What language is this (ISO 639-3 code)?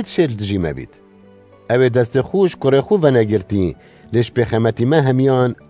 kur